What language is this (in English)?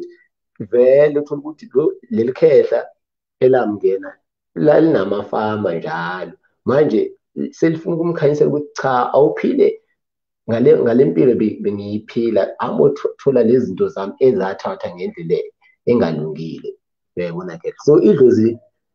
Zulu